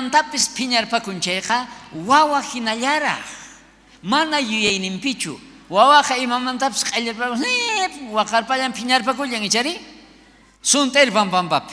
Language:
South Bolivian Quechua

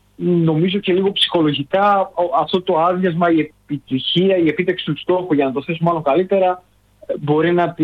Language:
Greek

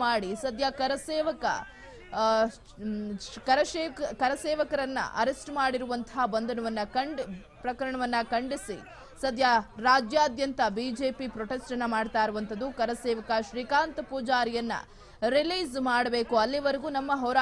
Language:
Kannada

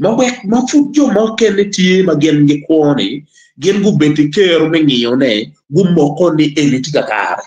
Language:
Acoli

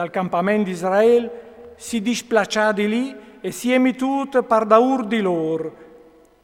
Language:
Friulian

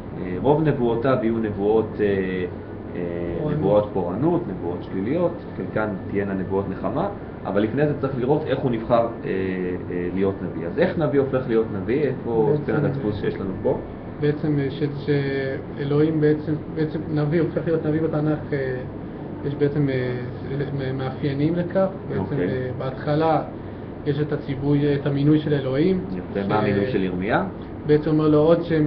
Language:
Hebrew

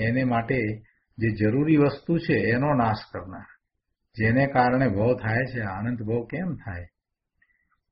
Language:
Gujarati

